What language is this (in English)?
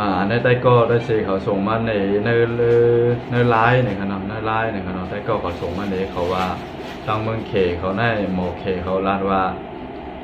Shan